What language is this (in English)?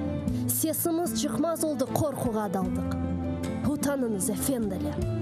Crimean Tatar